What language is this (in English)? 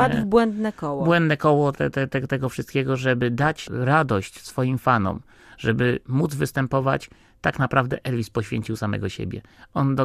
Polish